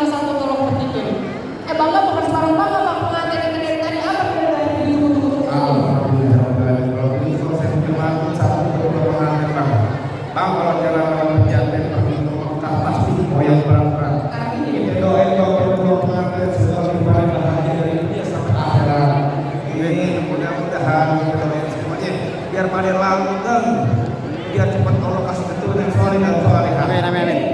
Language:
Betawi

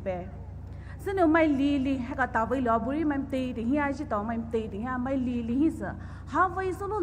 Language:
Poumei Naga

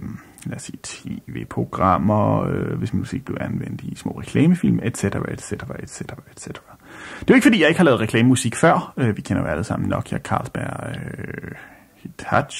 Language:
Danish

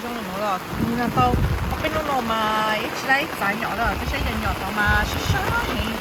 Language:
Hmong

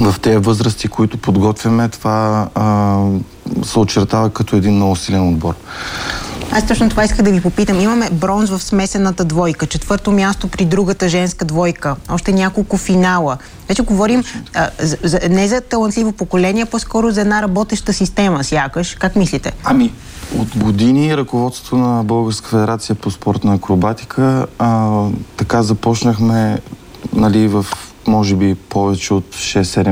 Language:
Bulgarian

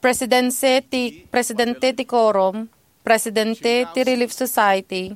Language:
Iloko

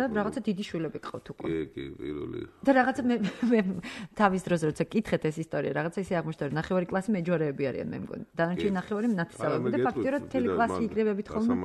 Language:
Georgian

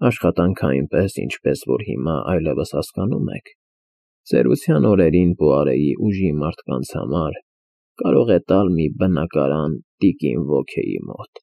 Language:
Armenian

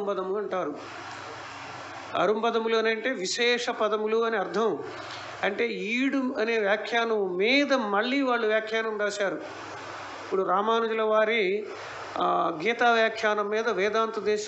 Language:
Telugu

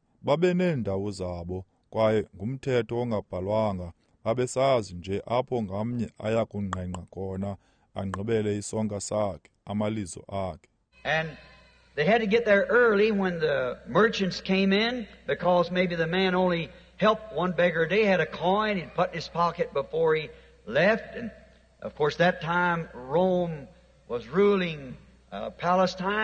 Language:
Xhosa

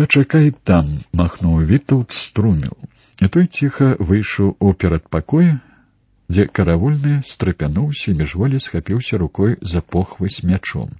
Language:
Belarusian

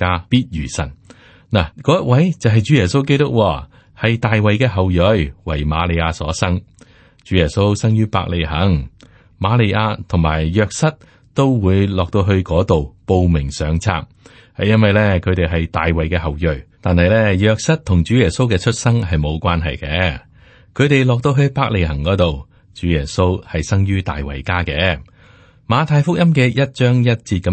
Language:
Cantonese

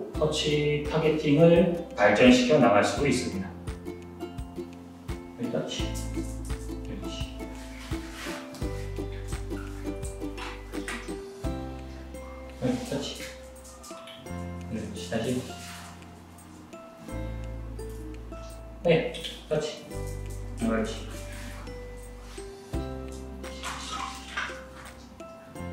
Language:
Korean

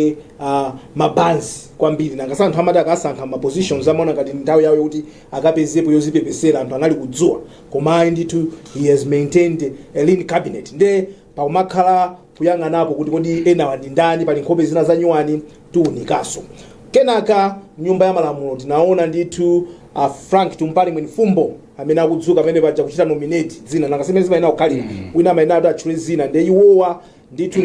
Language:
Nyanja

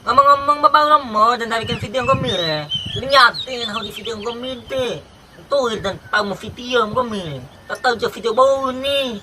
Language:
Bima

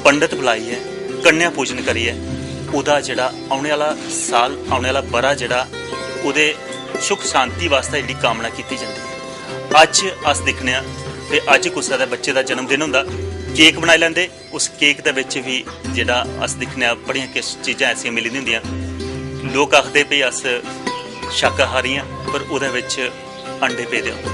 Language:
Dogri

